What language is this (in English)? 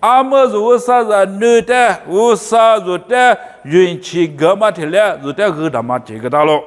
Lisu